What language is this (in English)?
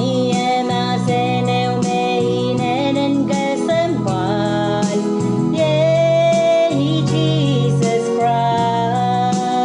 Pohnpeian